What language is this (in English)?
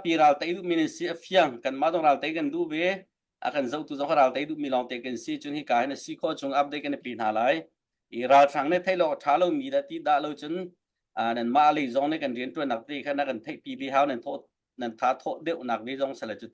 Hakha Chin